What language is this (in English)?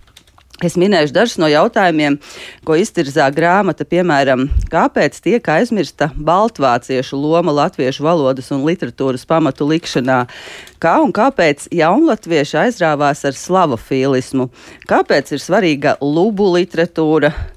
Latvian